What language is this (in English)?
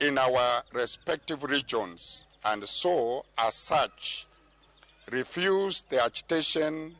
Luo (Kenya and Tanzania)